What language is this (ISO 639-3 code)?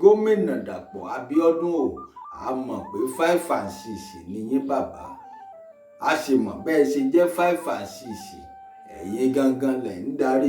yor